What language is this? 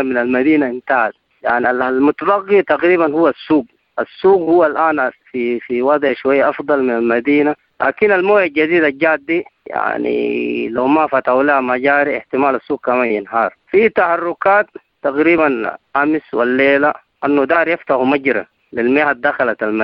Sudanese Arabic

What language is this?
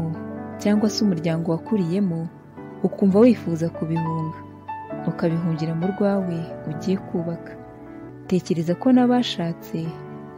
Kinyarwanda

